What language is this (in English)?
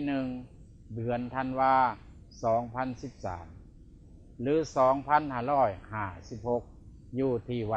Lao